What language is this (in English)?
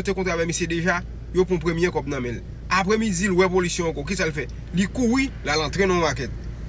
Haitian Creole